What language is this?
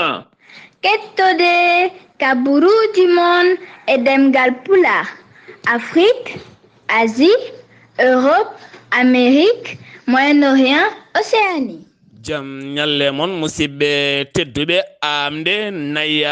Fula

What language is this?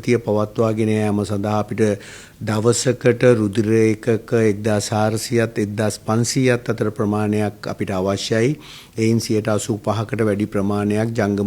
Sinhala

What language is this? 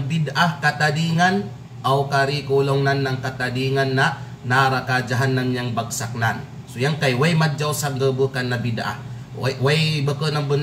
Kalagan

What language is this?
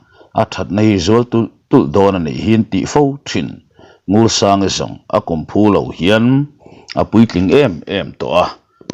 Mizo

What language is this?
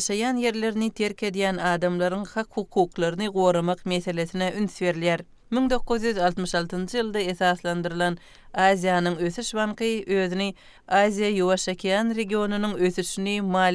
Turkmen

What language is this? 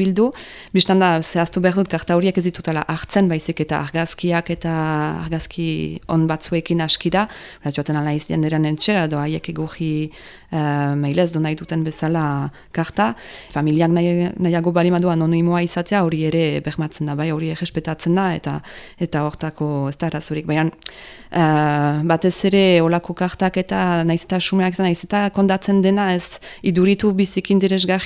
Basque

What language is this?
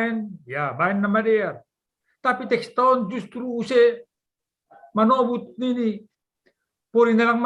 Batak Simalungun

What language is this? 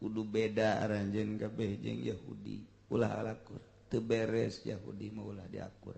Sundanese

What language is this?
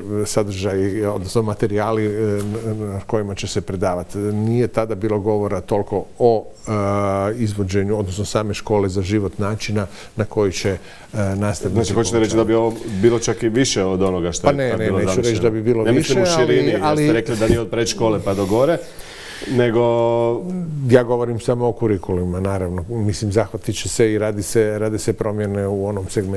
Croatian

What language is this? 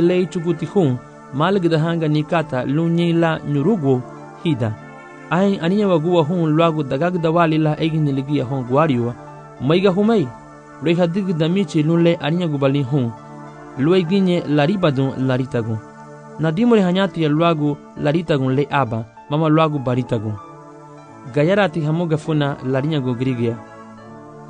Garifuna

